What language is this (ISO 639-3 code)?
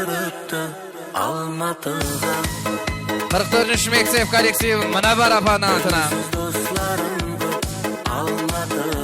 kaa